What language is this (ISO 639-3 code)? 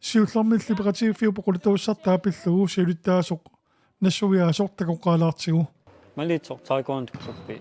kal